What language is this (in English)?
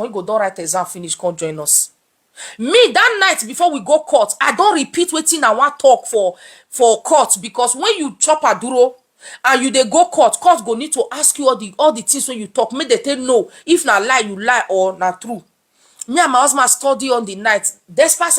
Nigerian Pidgin